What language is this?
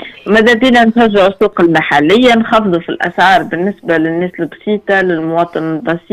Tunisian Arabic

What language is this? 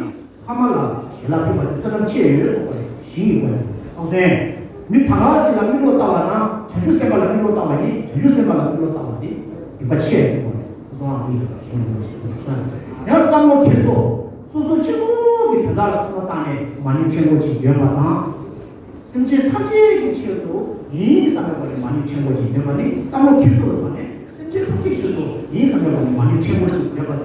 Tibetan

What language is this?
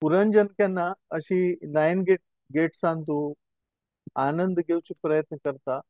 Konkani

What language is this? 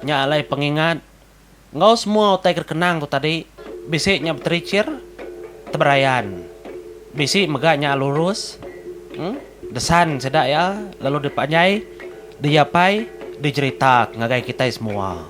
Iban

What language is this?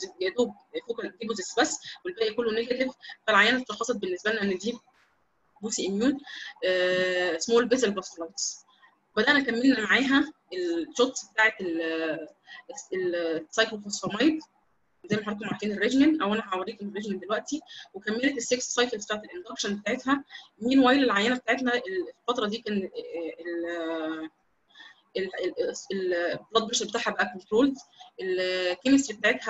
Egyptian Arabic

